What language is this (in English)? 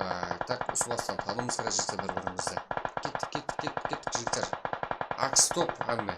Kara-Kalpak